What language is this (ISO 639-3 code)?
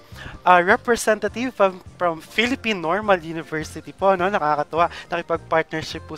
fil